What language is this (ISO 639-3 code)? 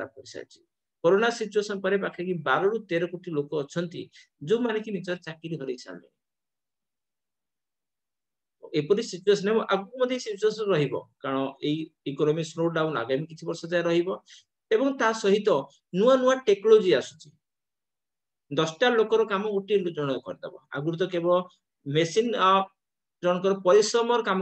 ori